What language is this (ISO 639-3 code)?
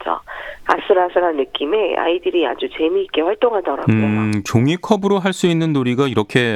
kor